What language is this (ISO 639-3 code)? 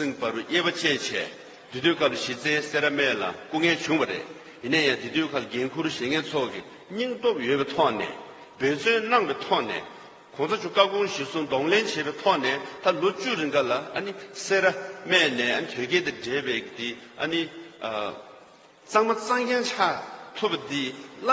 bod